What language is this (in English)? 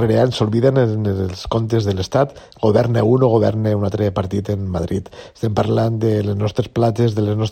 Catalan